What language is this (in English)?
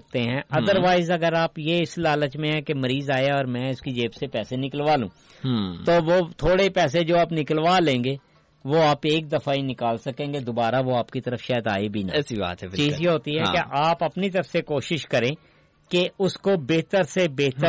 Urdu